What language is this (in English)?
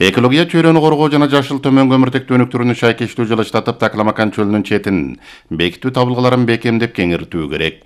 Kyrgyz